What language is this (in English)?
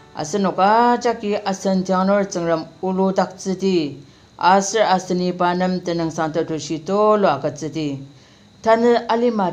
Ao Naga